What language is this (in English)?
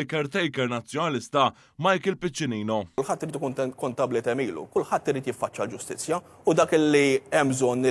Maltese